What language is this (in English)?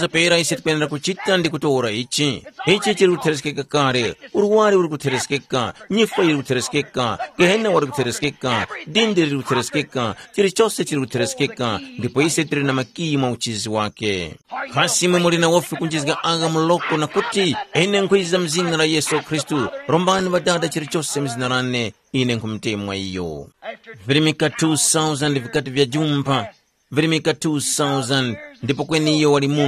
Tumbuka